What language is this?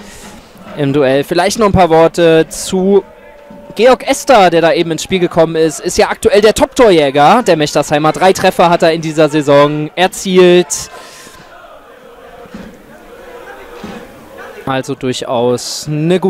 German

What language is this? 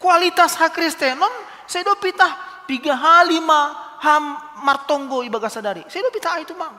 Batak Simalungun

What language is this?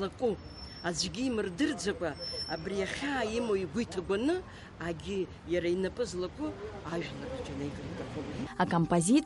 Abkhazian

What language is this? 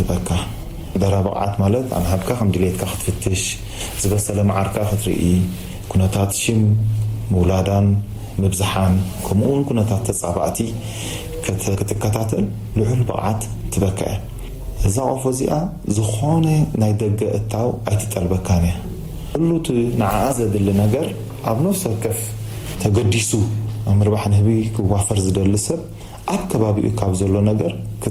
Tigrinya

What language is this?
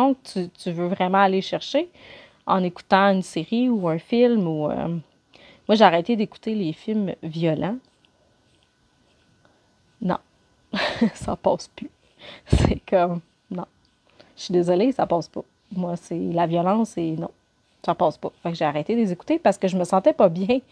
French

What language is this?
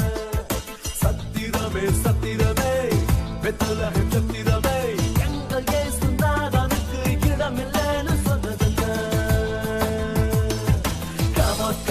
Tamil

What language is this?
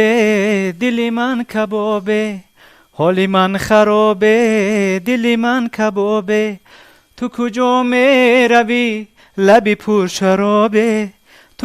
Tajik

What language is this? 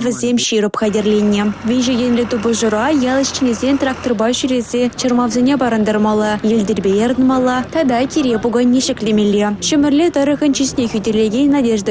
Chuvash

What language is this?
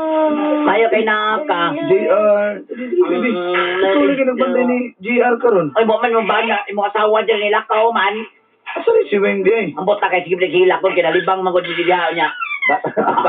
Cebuano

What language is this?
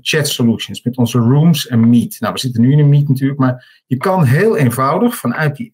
Dutch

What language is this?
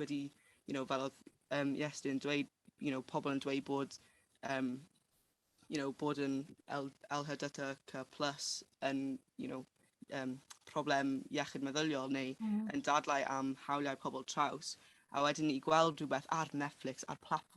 Welsh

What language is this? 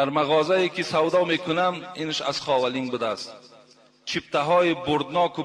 Tajik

